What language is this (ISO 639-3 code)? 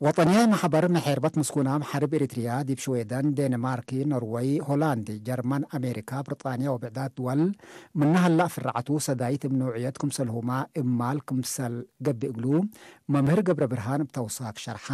tig